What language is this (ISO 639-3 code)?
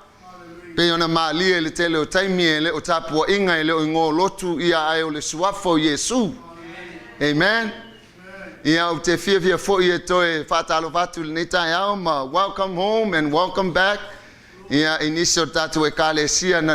smo